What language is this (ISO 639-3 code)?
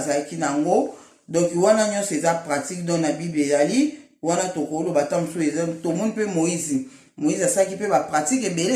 lin